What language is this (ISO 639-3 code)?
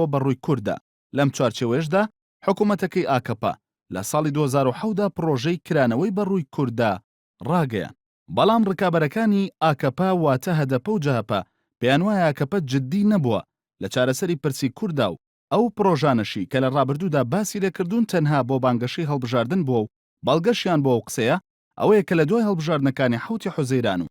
ckb